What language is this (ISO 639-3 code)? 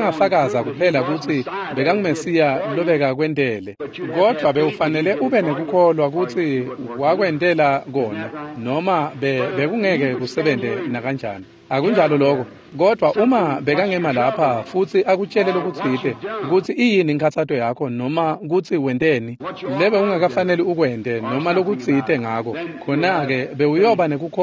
ssw